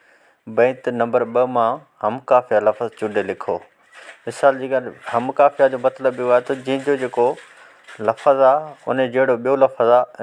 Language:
Sindhi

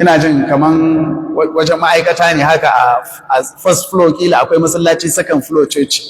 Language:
Hausa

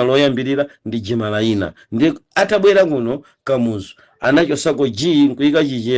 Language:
Nyanja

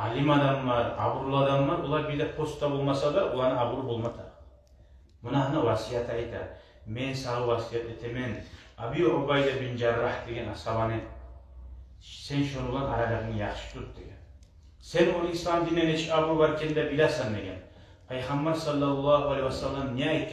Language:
Kumyk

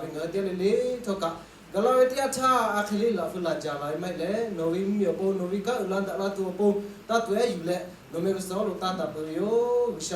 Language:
Lahu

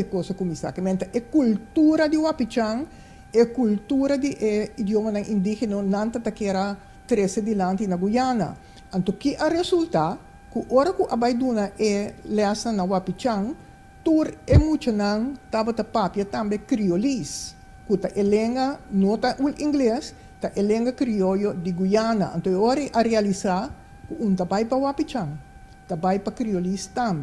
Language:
Papiamento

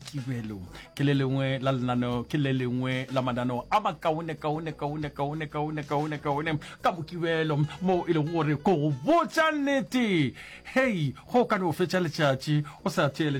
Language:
Northern Sotho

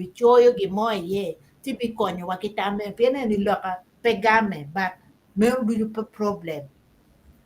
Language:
Acoli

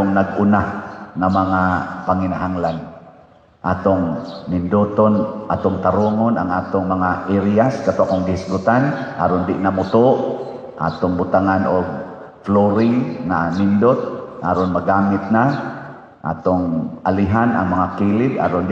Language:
Cebuano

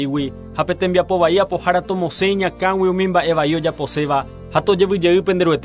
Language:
Guarani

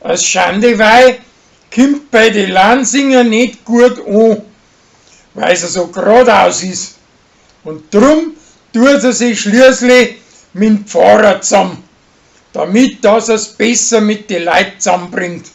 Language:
Bavarian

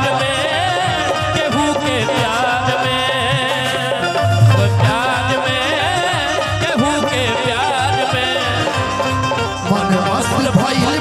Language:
Bhojpuri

